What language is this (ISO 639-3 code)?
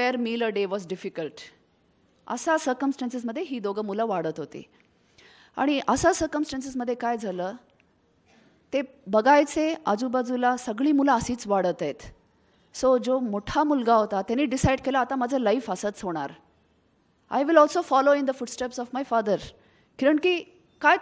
mar